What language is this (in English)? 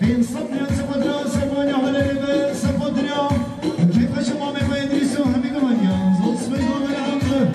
Kurdish